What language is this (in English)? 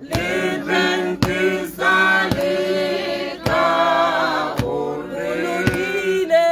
Tswana